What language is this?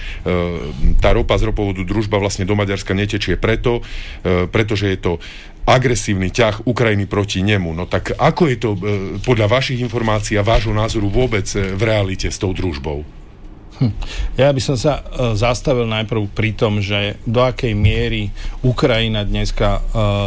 Slovak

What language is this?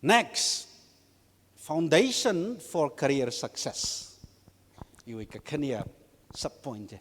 Tangkhul Naga (India)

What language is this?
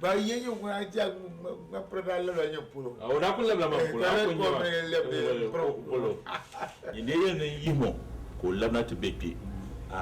Dagbani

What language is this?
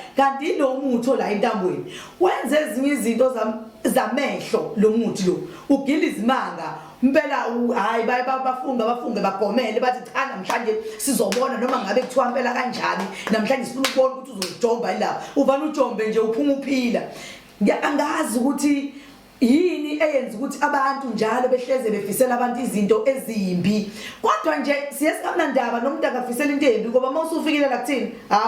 Zulu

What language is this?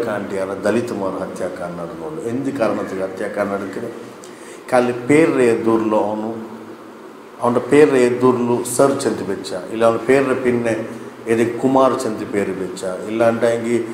Kannada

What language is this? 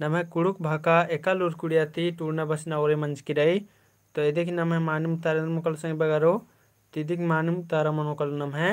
Kurukh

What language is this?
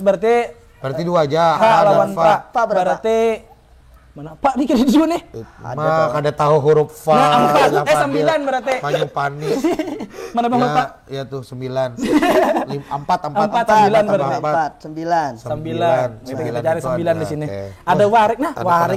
Banjar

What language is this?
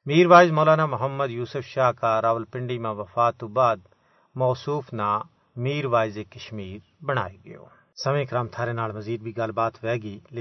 Gujari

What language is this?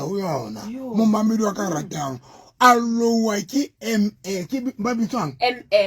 Southern Sotho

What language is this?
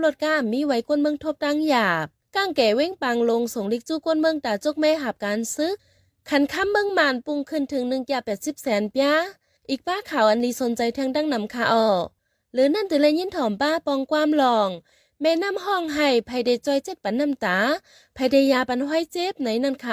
Shan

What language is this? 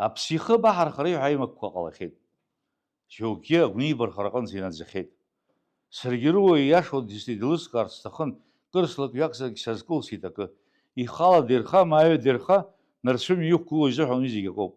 Abkhazian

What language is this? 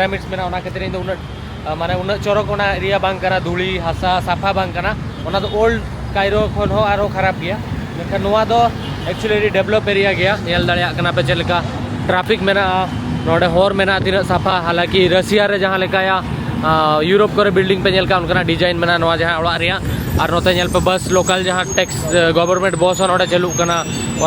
Santali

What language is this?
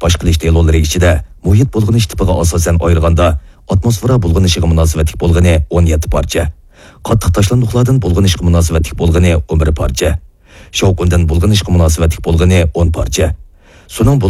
Uyghur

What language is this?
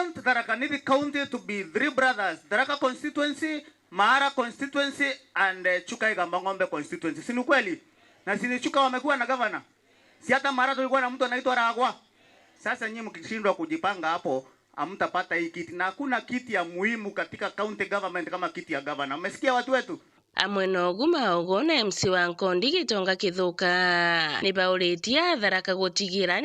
Meru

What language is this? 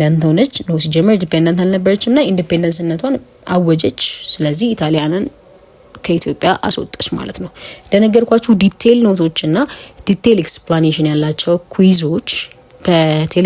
Amharic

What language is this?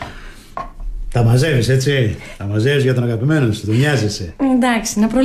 Greek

